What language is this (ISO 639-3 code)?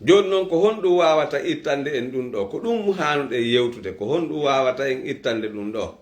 fuf